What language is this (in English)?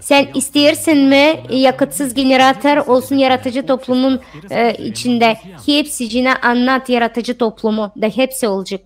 Gagauz